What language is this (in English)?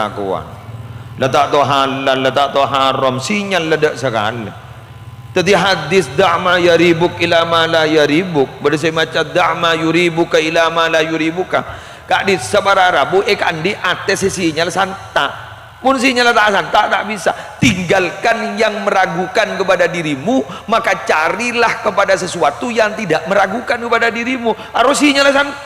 Madurese